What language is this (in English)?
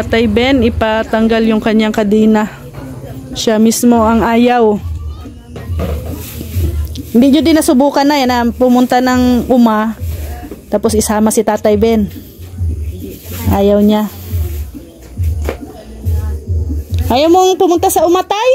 Filipino